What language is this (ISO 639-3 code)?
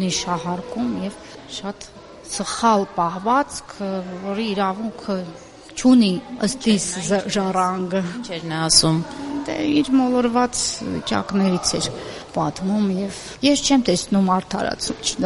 hye